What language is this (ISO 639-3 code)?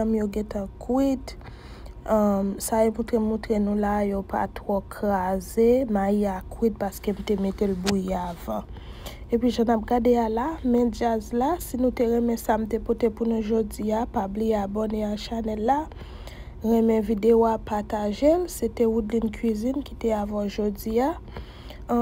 hat